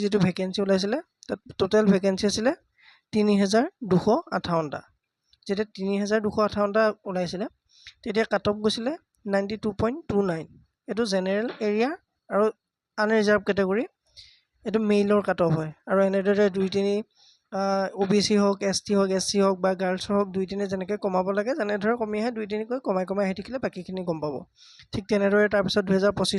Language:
Assamese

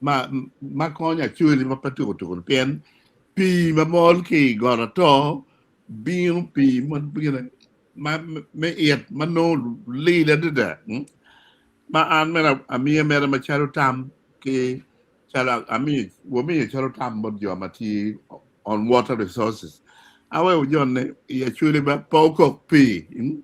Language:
Acoli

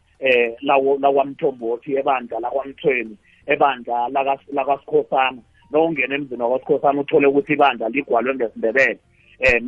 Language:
South Ndebele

